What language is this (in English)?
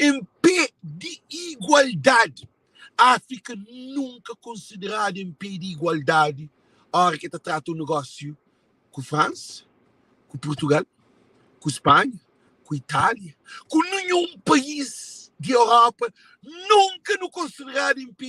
Kabuverdianu